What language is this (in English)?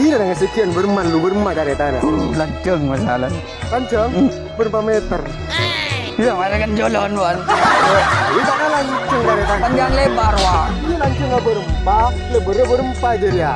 Madurese